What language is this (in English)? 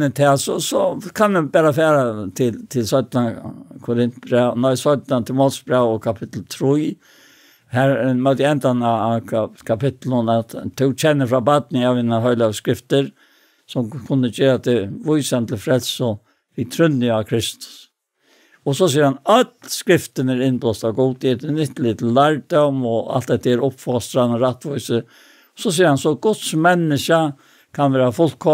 Faroese